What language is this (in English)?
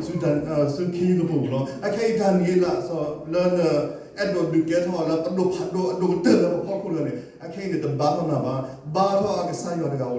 S'gaw Karen